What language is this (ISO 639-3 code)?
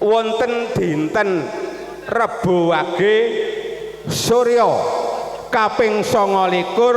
jav